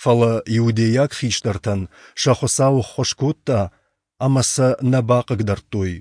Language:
Ossetic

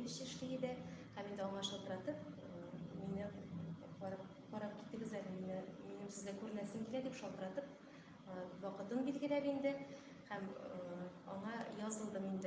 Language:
Tatar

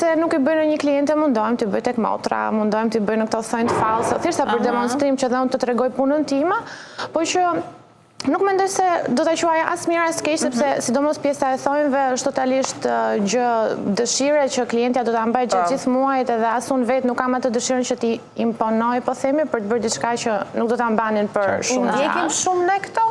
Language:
Albanian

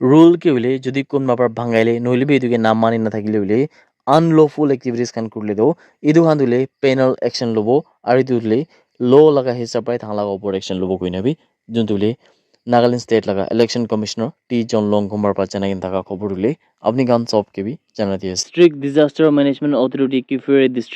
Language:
Naga Pidgin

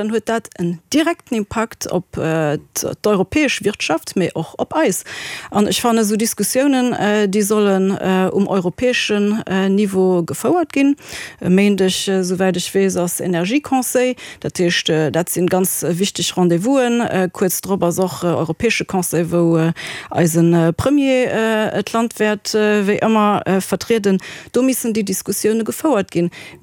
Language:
Luxembourgish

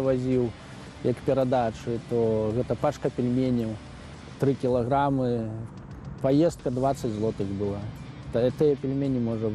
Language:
Belarusian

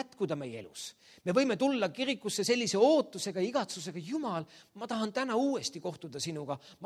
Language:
Estonian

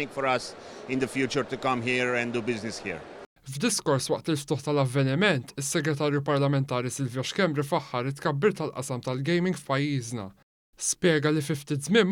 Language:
Maltese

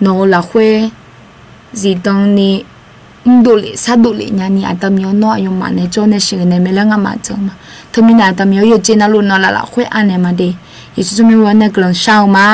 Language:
Akha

